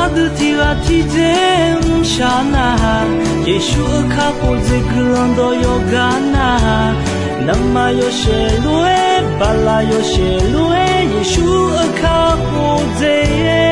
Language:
Akha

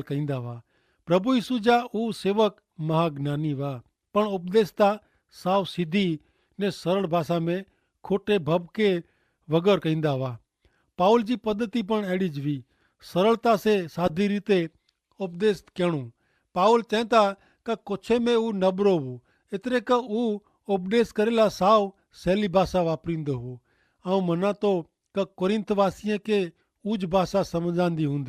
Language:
Kachhi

